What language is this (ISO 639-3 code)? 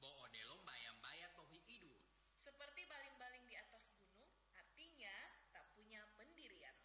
gor